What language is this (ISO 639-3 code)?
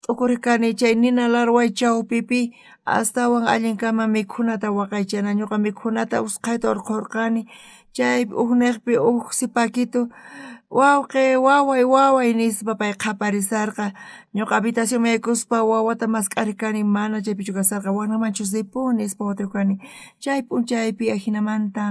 quh